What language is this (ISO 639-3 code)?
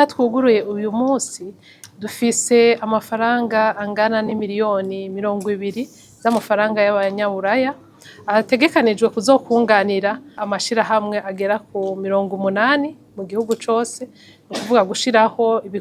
run